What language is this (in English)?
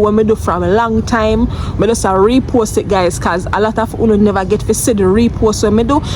Jamaican Creole English